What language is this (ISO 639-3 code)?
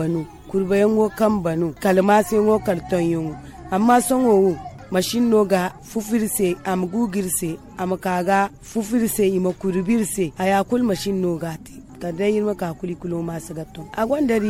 dje